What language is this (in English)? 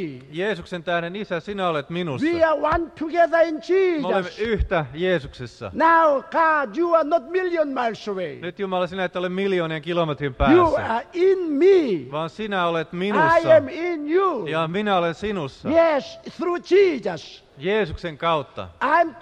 Finnish